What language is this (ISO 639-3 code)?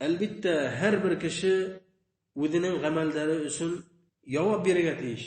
bak